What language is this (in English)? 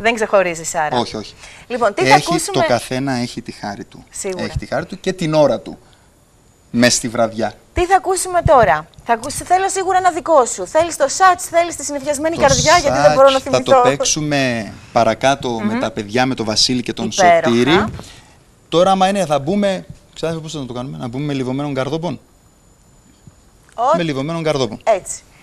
Greek